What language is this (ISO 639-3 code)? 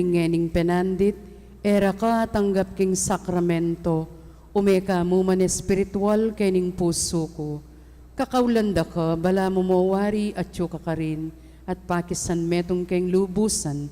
pam